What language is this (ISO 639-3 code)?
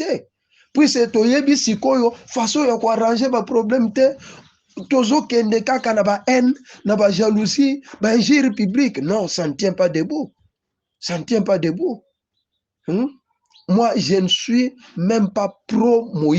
lin